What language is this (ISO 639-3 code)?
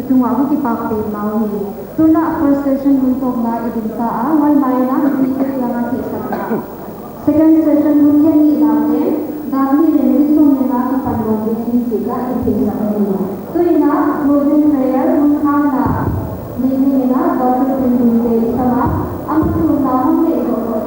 pck